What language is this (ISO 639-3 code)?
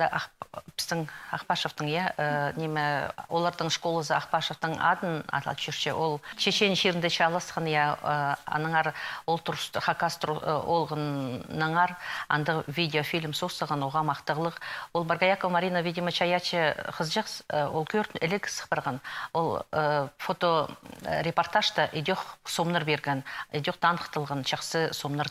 kjh